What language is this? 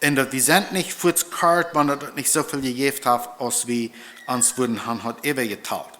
Plautdietsch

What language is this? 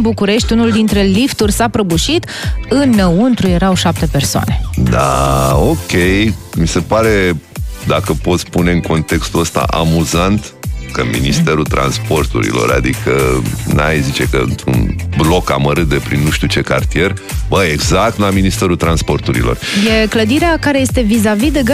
Romanian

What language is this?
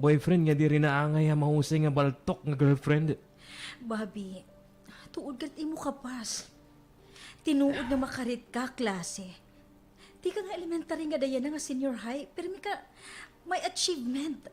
Waray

